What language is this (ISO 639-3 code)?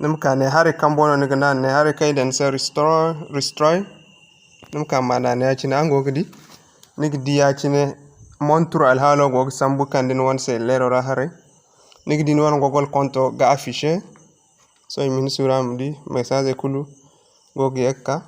dje